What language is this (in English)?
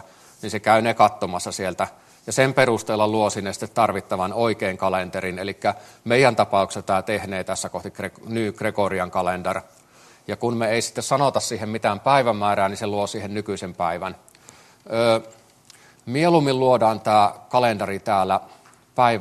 Finnish